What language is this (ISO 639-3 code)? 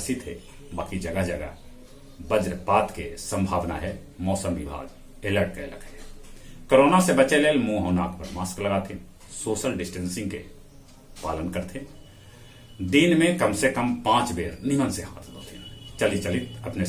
mag